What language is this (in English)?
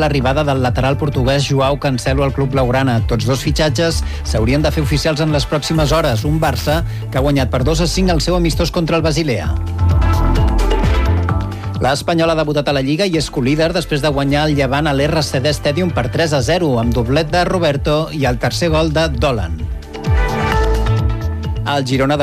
Catalan